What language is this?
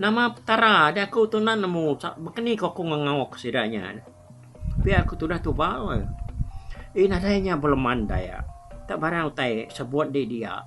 Iban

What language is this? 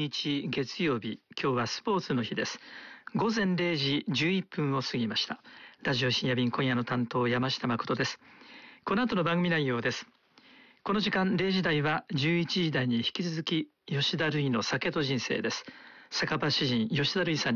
Japanese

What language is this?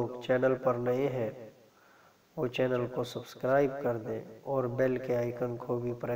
Urdu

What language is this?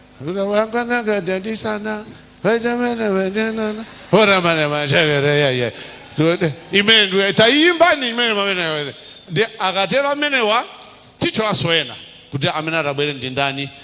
Nyanja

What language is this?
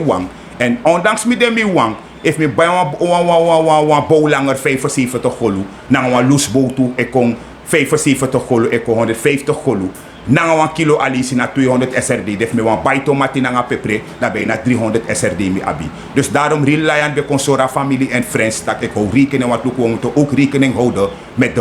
Sranan Tongo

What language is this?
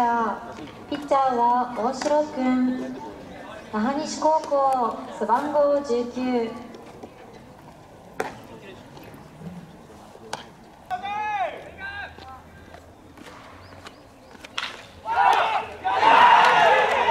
Japanese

